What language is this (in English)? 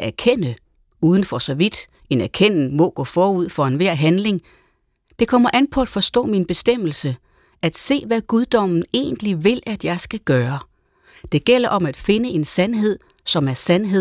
Danish